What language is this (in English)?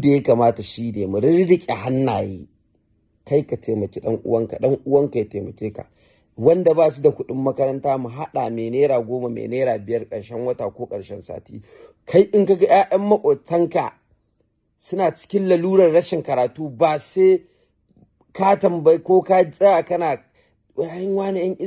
Hausa